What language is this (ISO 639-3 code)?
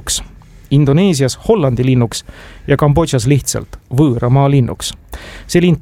est